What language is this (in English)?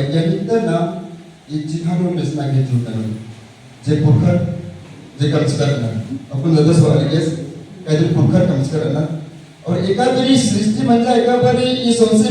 Kurukh